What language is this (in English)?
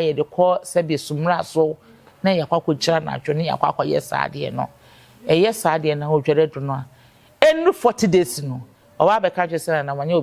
Akan